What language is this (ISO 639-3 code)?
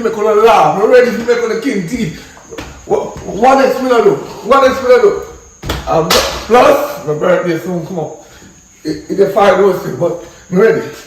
jam